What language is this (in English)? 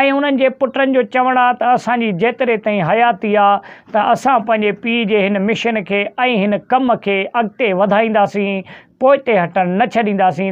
Sindhi